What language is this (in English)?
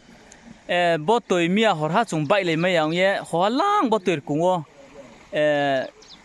Riang (India)